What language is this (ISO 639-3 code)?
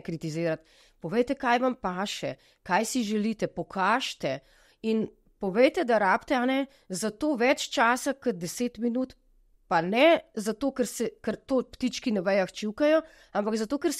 slv